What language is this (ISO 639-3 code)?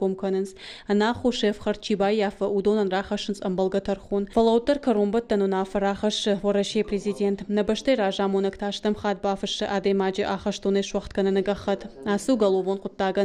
oss